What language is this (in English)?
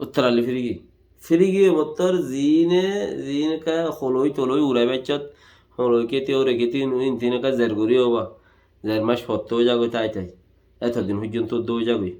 Rohingya